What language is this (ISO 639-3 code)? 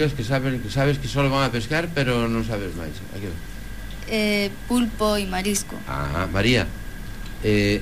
glg